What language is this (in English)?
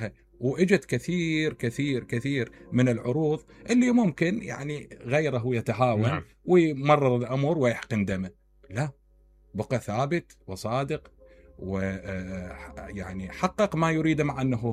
Mesopotamian Arabic